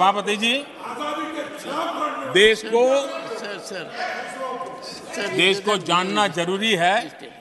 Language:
Hindi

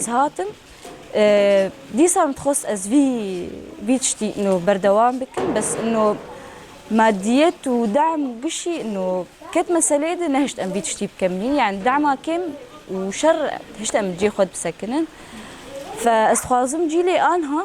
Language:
Kurdish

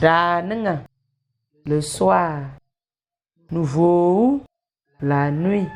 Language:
Tem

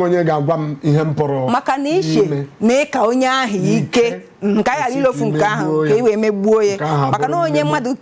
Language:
Igbo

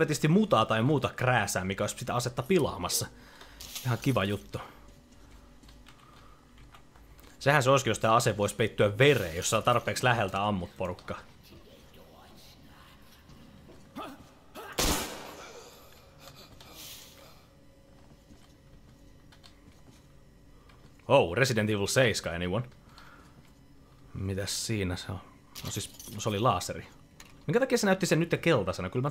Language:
Finnish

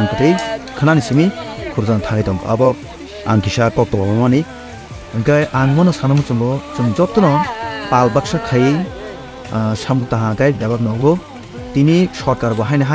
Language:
Kok Borok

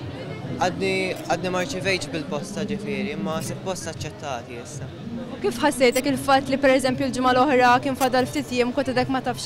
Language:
Maltese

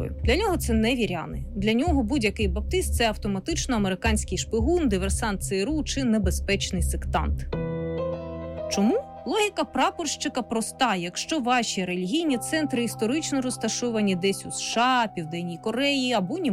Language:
Ukrainian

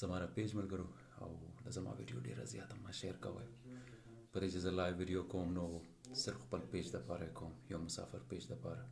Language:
Pashto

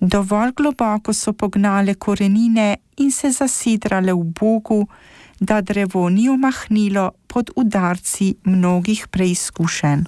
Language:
Slovenian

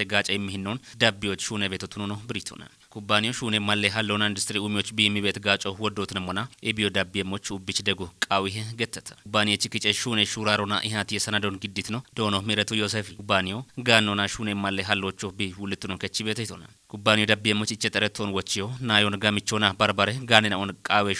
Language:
Kafa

